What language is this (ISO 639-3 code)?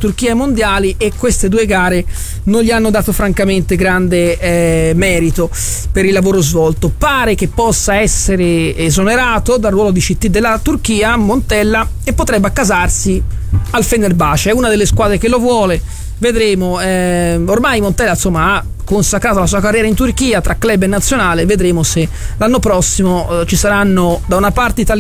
ita